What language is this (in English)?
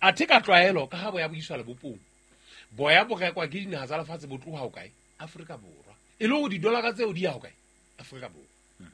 Southern Sotho